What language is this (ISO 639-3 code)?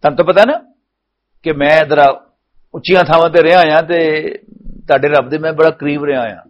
lah